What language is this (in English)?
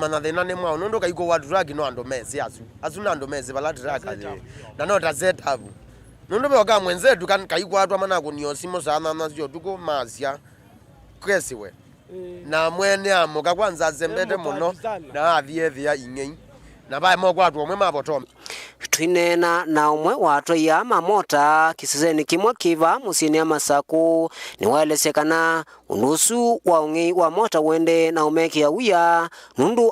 Kamba